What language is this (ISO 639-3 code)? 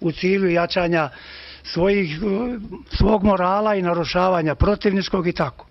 bos